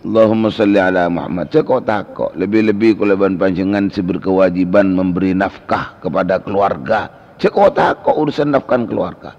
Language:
Madurese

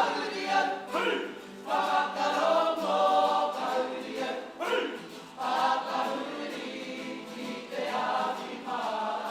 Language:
Māori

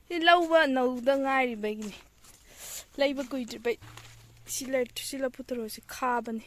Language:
Manipuri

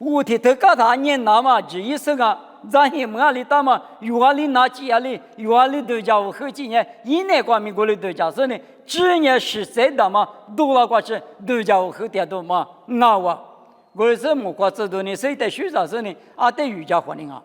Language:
Lisu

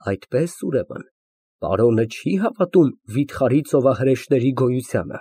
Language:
Armenian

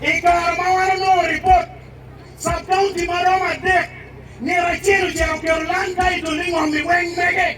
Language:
Acoli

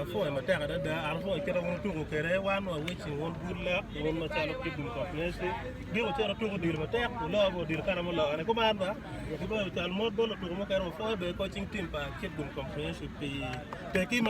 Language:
Acoli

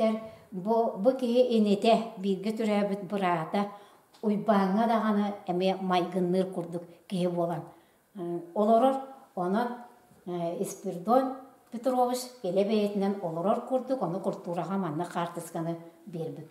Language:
Yakut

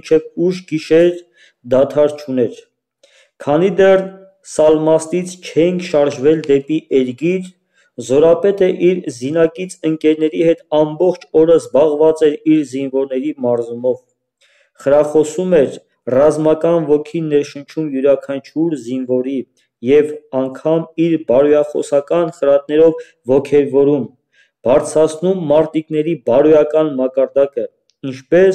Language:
Armenian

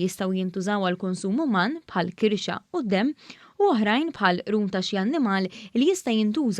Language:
Maltese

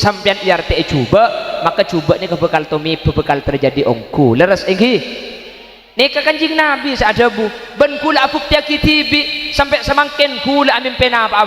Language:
Madurese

